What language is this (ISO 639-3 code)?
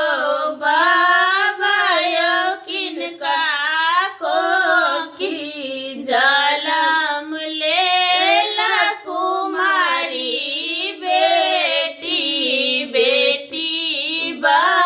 mai